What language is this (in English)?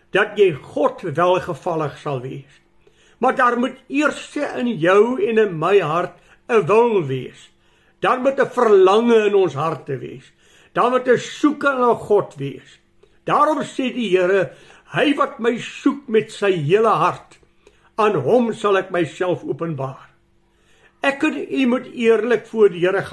Afrikaans